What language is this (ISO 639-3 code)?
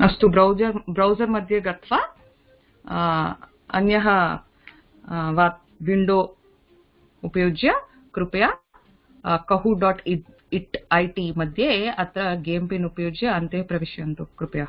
san